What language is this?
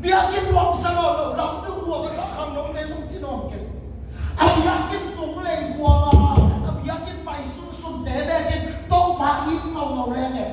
Tedim Chin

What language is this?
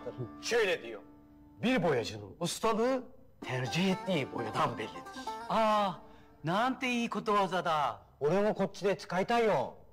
Turkish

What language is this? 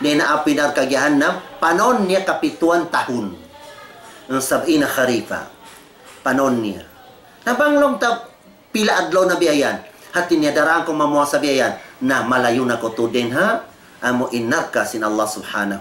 Tausug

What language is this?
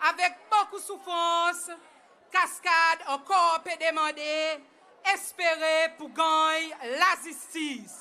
Seselwa Creole French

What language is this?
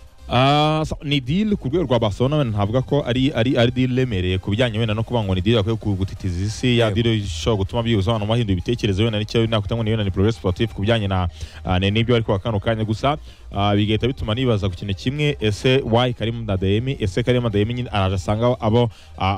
Kinyarwanda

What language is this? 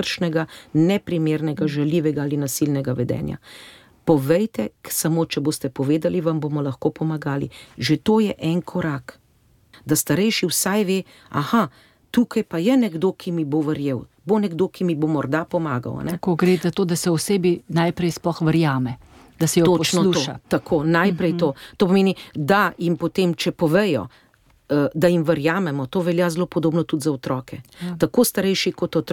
Slovenian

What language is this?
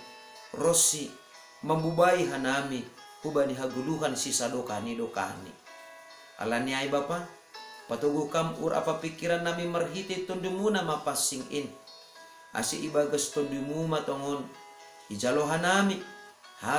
Batak Simalungun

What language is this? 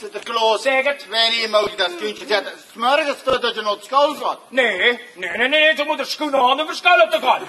Limburgish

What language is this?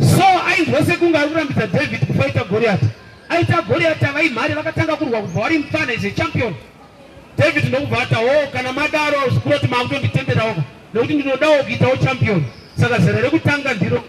Shona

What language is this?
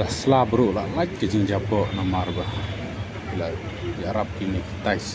Khasi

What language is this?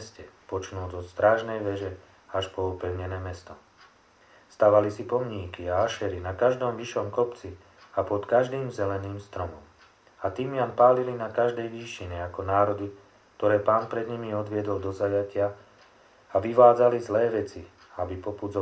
Slovak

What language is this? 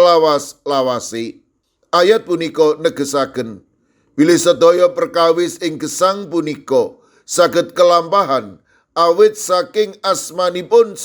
Javanese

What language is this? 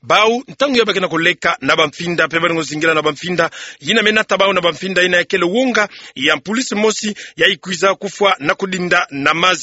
Kituba (Democratic Republic of Congo)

